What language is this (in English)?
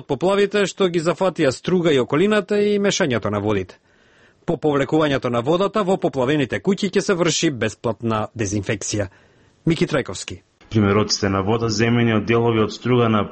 Macedonian